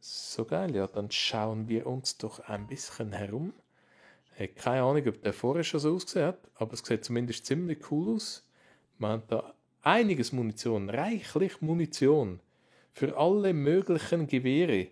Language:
Swiss German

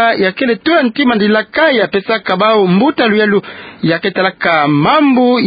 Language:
Kituba (Democratic Republic of Congo)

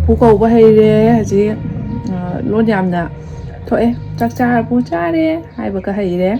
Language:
Manipuri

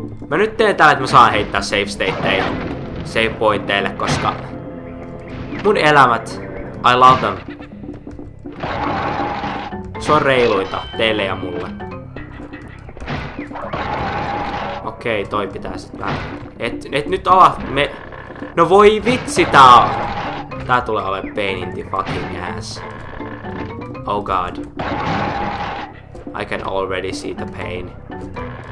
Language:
Finnish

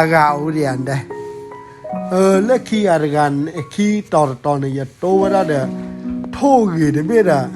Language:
S'gaw Karen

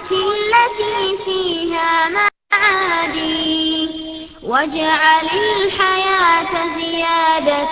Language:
Urdu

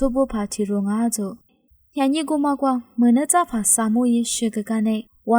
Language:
Lisu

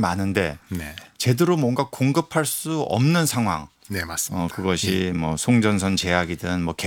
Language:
Korean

